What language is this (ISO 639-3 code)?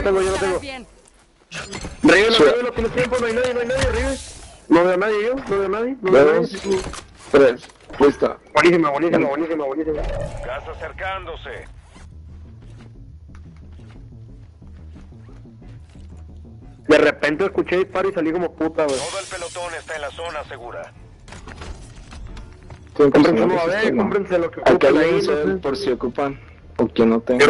spa